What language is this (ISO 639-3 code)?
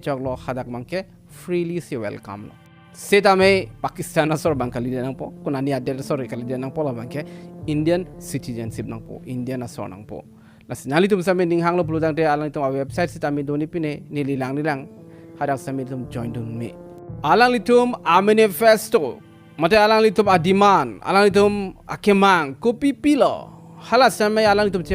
mjw